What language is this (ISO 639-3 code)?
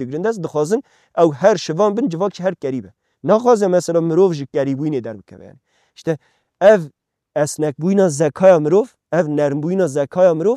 kur